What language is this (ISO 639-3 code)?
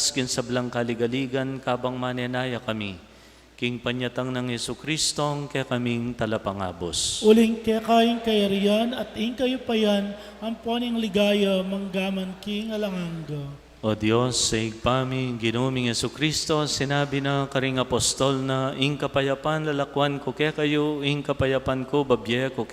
pam